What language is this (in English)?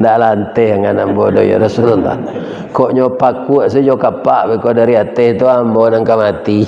Minangkabau